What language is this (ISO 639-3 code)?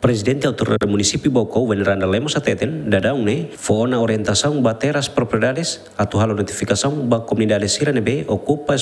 tet